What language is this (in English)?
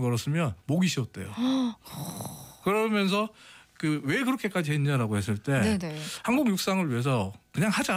Korean